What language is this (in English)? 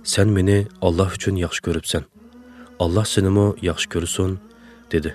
Uyghur